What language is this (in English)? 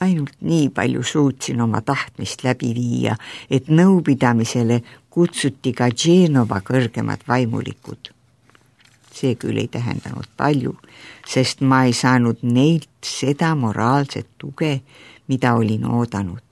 Estonian